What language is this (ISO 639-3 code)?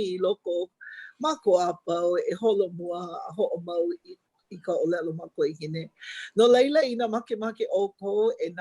haw